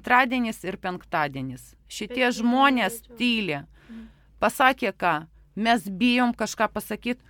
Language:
Lithuanian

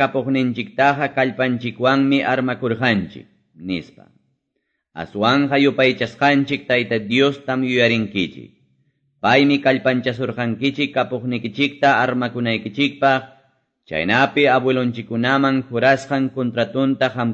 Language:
Quechua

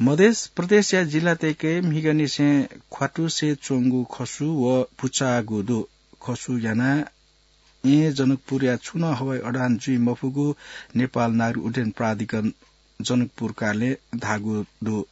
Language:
Newari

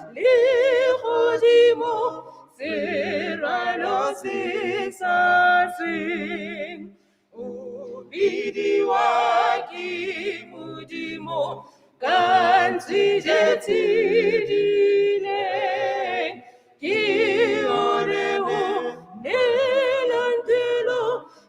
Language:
Tswana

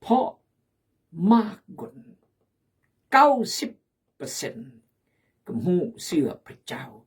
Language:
Khmu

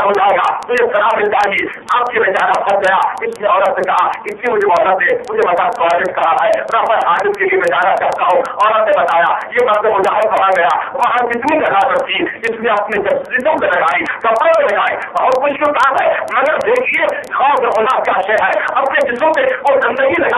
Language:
Urdu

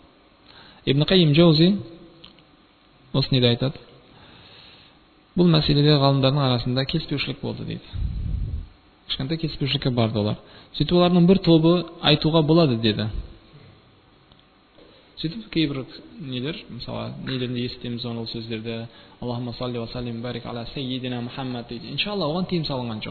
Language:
Kazakh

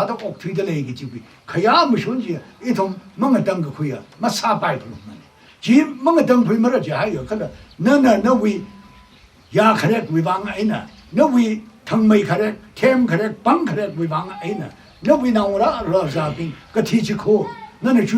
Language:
Tangkhul Naga (India)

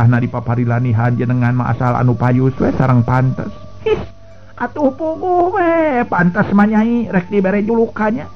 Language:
Sundanese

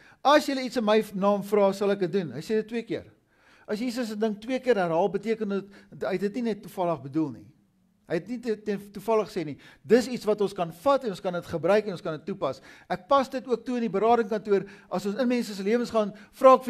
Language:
Afrikaans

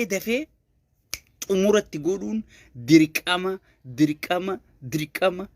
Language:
Oromo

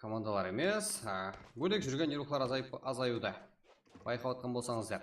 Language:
Kara-Kalpak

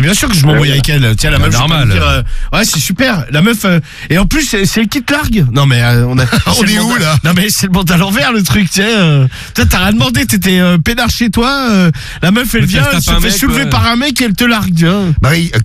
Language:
French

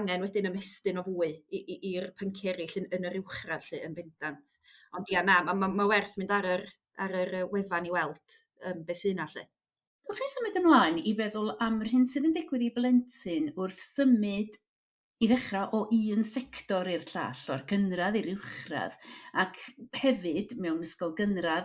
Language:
Welsh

